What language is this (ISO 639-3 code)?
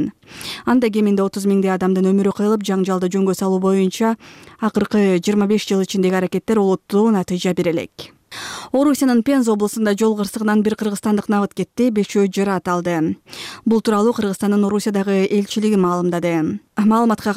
kir